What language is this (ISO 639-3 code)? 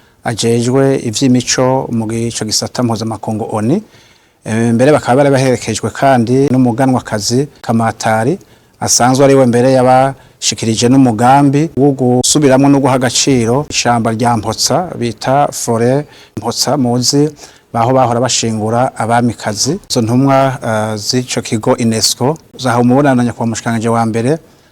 run